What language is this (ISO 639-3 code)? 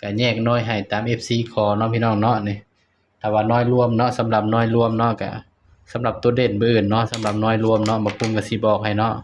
tts